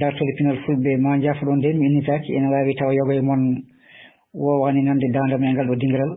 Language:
Fula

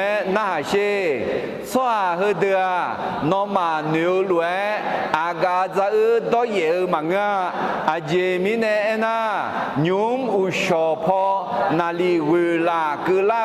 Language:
Akha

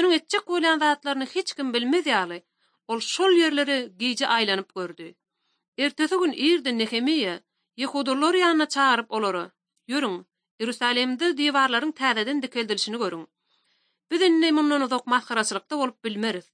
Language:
Kyrgyz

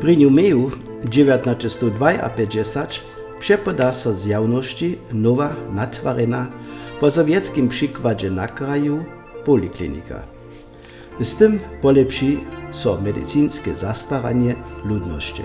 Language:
Upper Sorbian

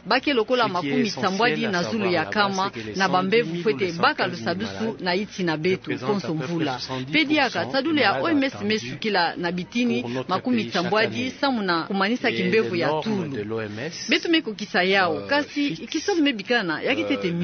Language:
Kituba (Democratic Republic of Congo)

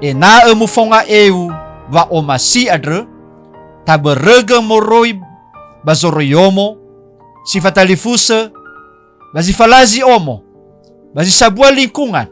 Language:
Nias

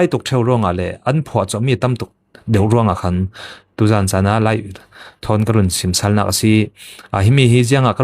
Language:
Falam Chin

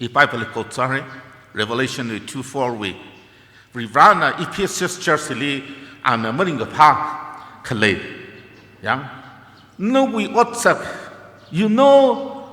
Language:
Tangkhul Naga (India)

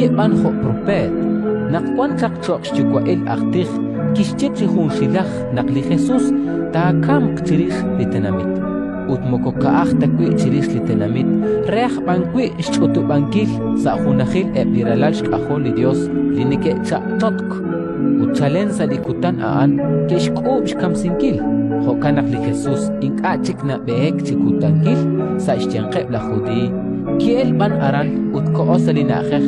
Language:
Kekchí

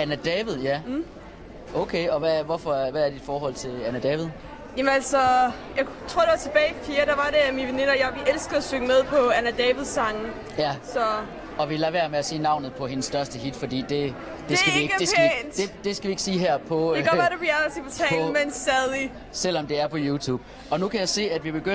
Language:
Danish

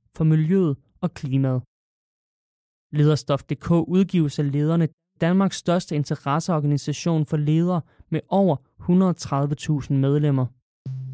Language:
Danish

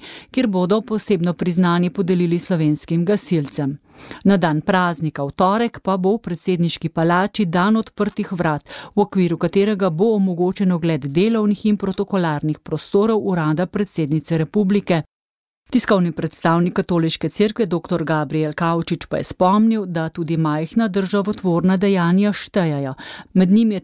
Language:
Slovenian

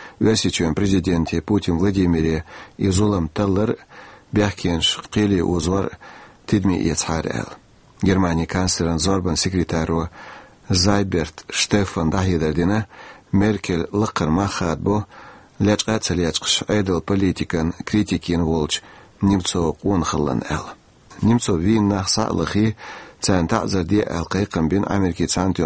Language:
Chechen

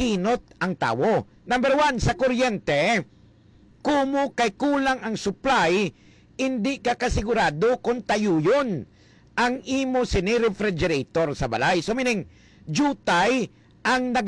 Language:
Hiligaynon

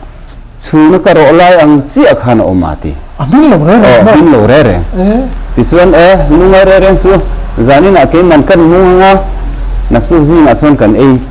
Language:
Mizo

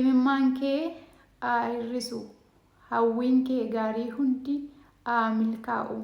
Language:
Oromo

